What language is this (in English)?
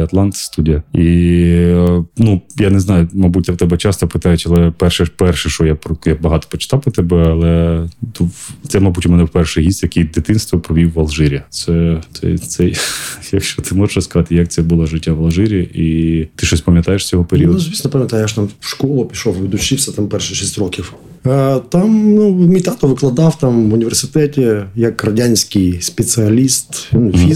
Ukrainian